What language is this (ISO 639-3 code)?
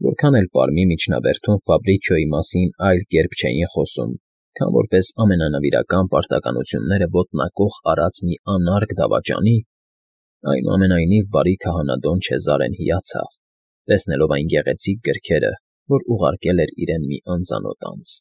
hye